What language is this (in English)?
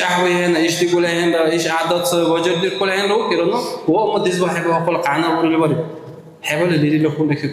Dargwa